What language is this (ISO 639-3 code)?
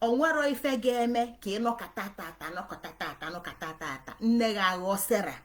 ibo